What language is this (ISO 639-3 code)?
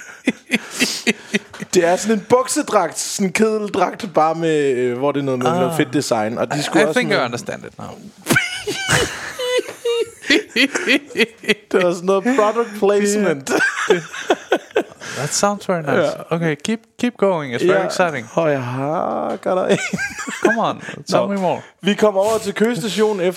dan